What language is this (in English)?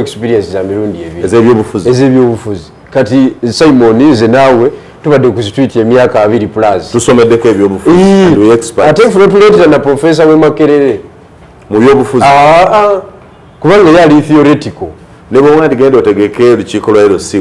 Ganda